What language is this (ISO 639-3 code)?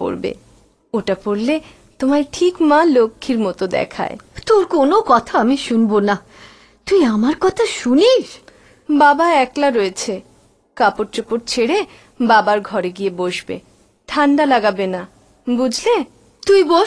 ben